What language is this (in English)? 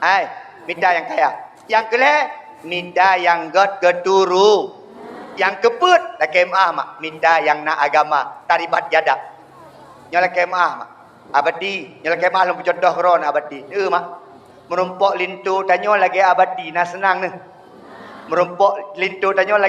Achinese